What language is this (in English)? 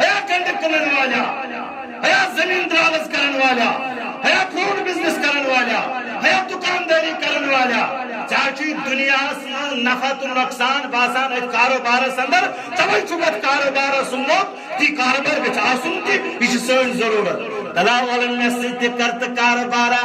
Kashmiri